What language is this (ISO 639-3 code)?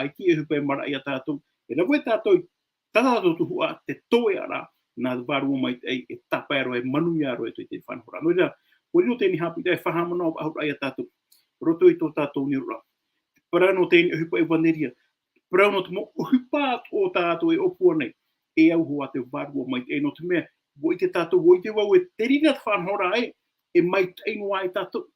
tah